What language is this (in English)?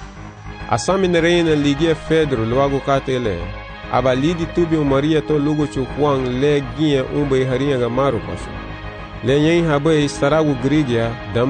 Garifuna